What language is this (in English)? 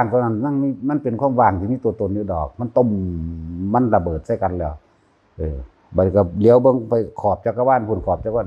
Northeastern Thai